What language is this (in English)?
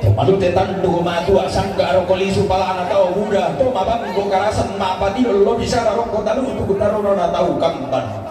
Toraja-Sa'dan